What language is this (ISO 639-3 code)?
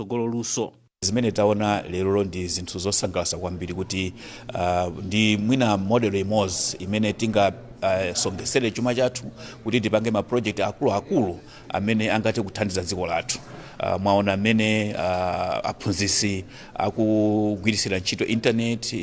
nya